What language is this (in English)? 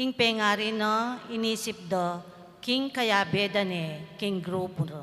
Pampanga